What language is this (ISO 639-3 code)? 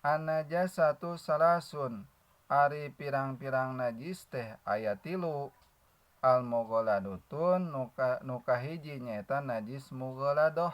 sun